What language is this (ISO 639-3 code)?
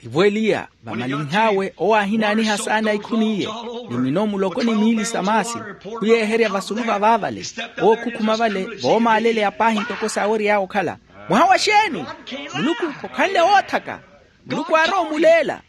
vmw